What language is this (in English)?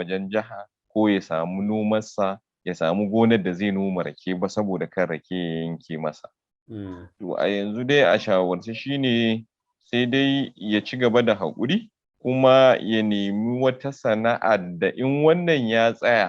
Hausa